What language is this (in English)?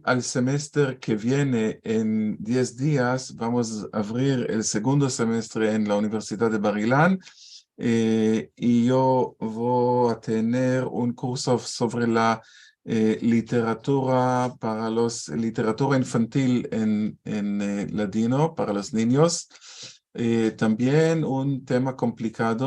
Ladino